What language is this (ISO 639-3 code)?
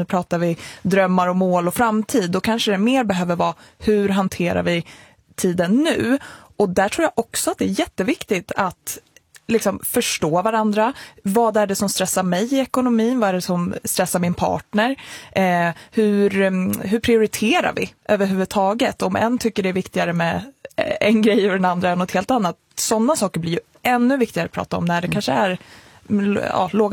swe